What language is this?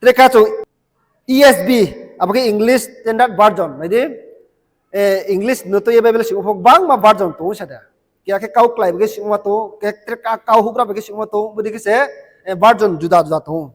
Riang (India)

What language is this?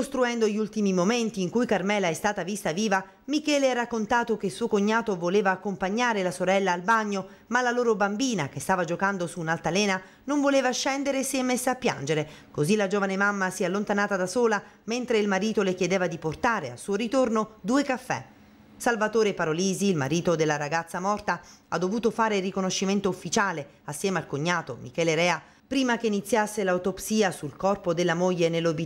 Italian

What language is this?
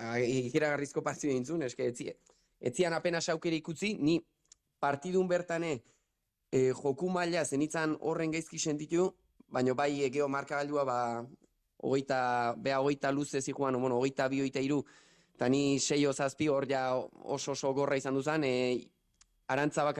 Basque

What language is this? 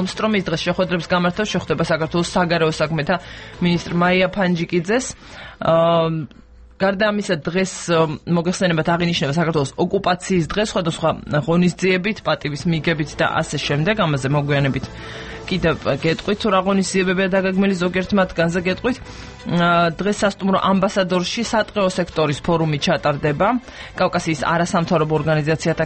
Georgian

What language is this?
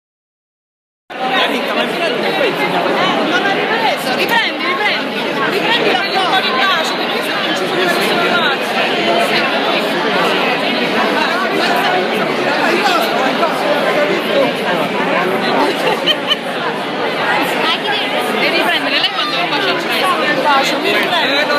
Italian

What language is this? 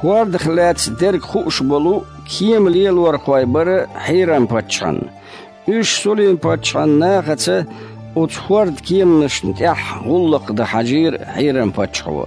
Chechen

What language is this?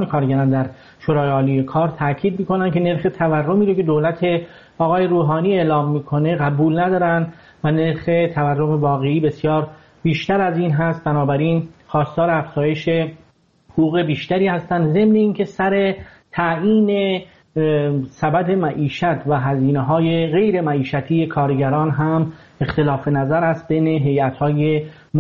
Persian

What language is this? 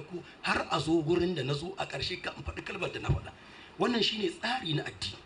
Hausa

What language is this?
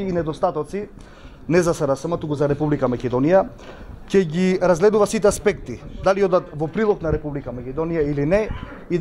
Macedonian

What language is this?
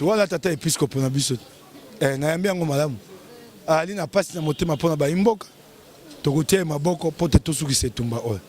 Lingala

